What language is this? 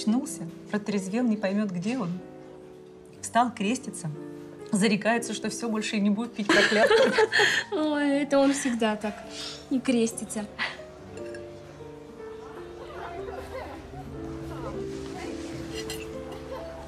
Russian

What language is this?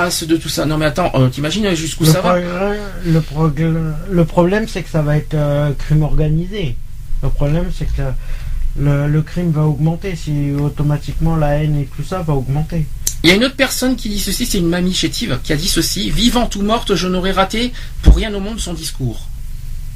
French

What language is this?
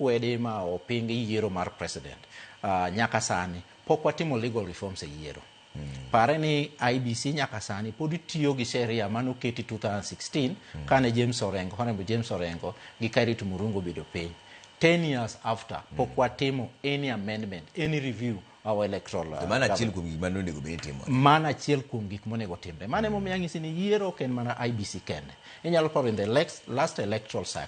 Luo (Kenya and Tanzania)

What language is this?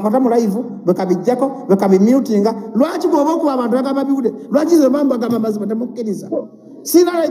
Ganda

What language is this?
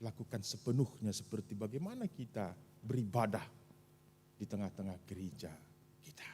Batak Karo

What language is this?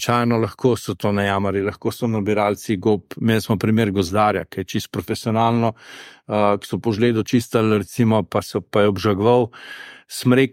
Slovenian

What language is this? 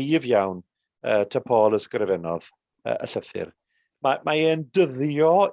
Welsh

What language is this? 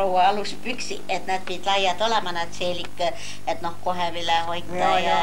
Estonian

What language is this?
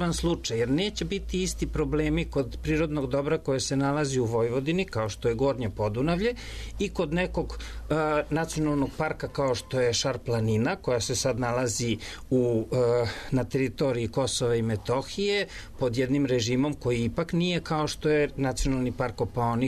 Serbian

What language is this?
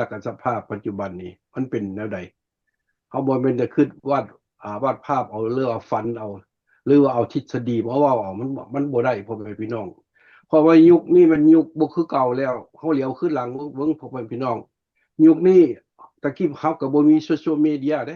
Lao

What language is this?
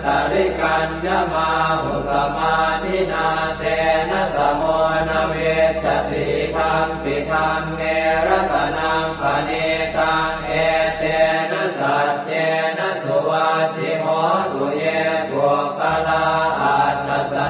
Pali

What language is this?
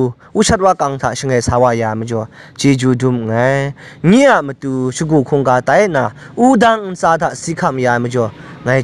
Kachin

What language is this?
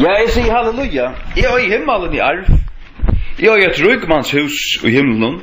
Faroese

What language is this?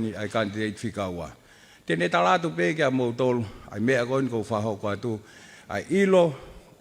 Tongan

